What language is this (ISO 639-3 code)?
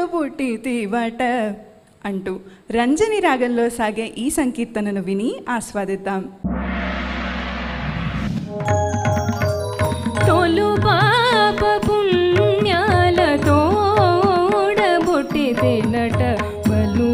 tel